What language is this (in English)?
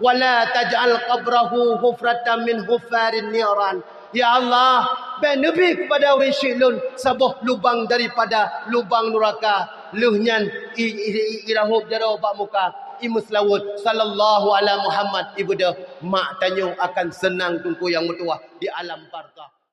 Achinese